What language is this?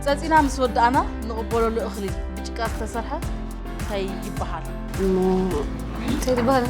Tigrinya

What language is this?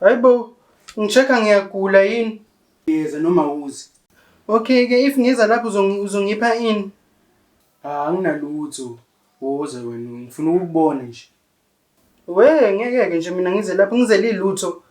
Zulu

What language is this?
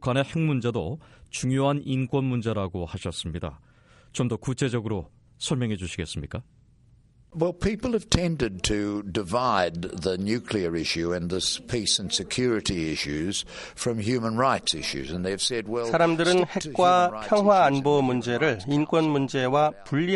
Korean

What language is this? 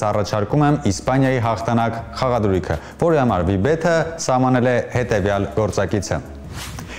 Armenian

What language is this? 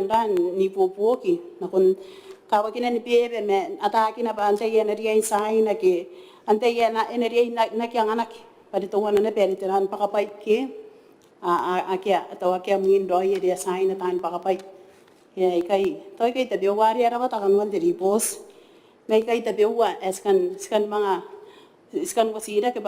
Gilbertese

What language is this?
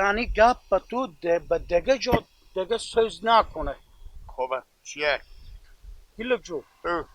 Hazaragi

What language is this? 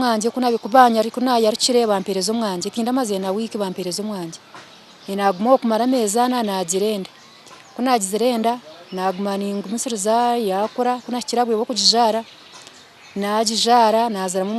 Nyankole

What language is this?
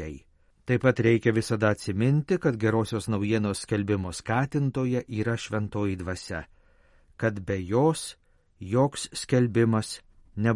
Lithuanian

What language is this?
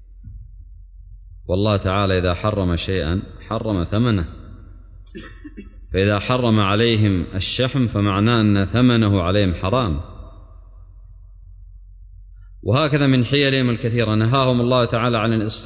Arabic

